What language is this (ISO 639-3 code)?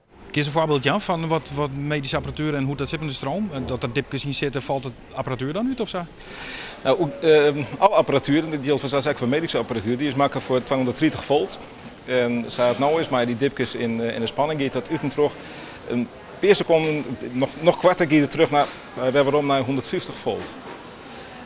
fry